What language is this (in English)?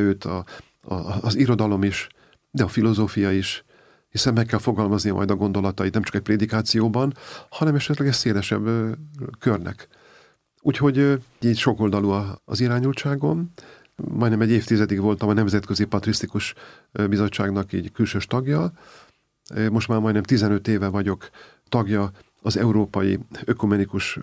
Hungarian